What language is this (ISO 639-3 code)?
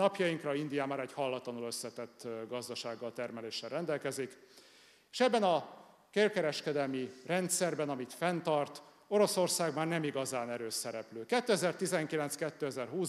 hun